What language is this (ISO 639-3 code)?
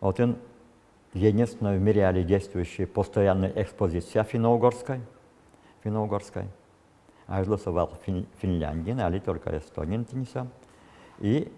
udm